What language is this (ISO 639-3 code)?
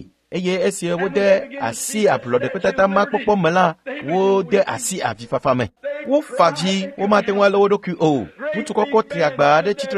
ewe